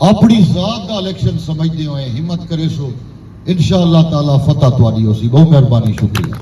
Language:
Saraiki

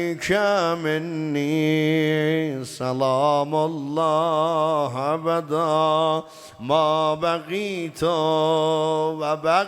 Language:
South Azerbaijani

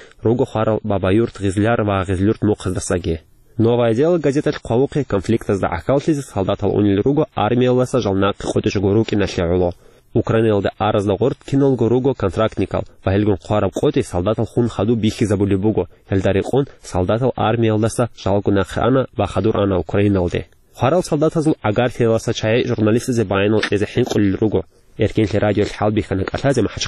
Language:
Avaric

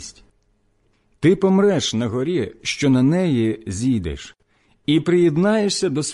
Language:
Ukrainian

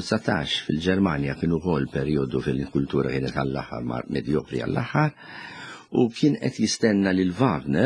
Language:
Maltese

